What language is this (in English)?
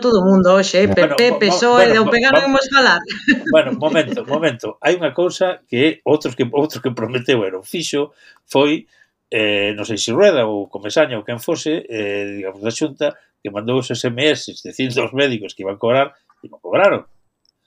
Galician